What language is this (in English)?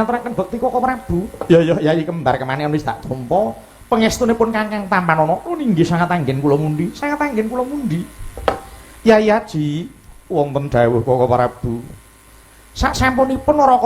Javanese